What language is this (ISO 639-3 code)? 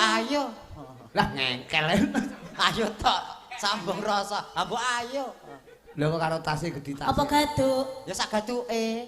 jav